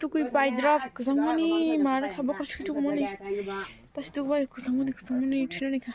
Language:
Kok Borok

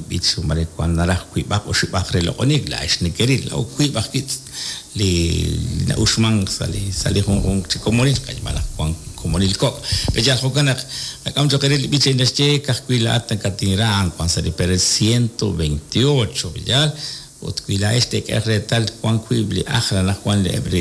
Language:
Kekchí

